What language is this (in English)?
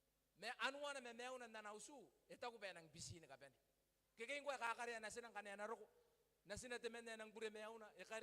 Gilbertese